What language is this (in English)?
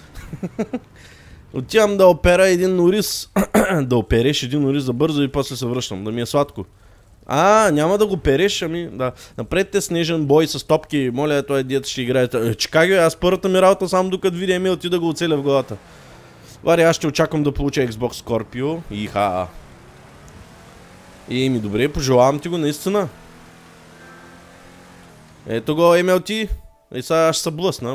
Bulgarian